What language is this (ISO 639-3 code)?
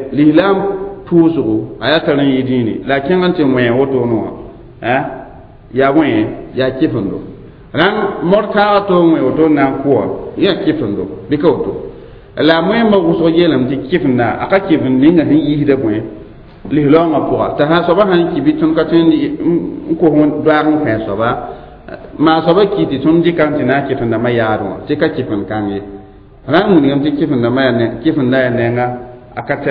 mos